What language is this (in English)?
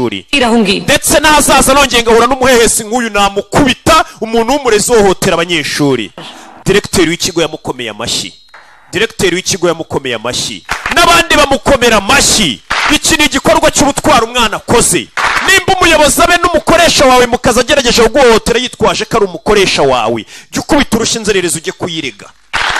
Kinyarwanda